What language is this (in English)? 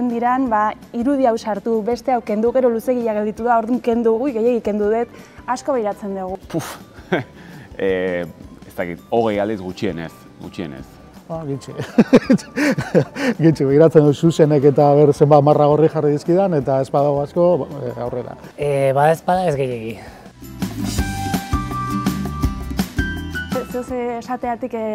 Basque